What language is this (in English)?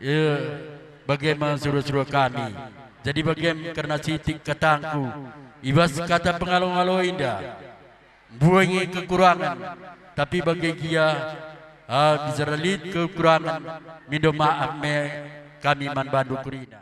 Batak Karo